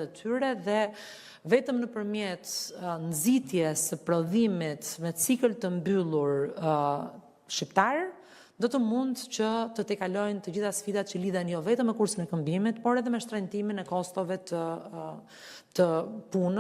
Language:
Albanian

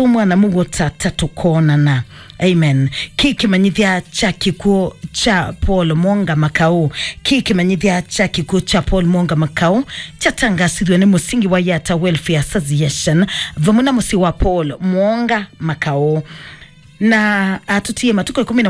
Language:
Kamba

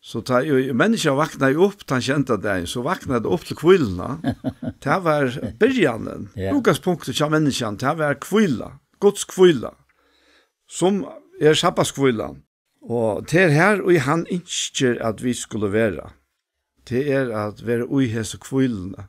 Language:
Faroese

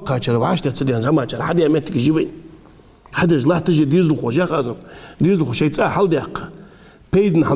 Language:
Ingush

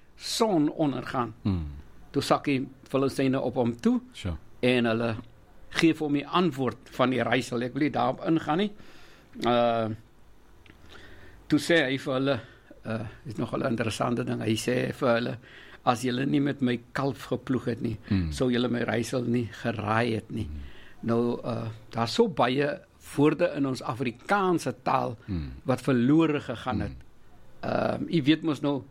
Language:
Afrikaans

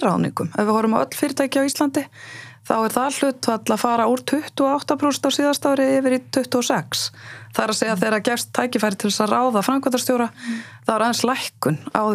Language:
Icelandic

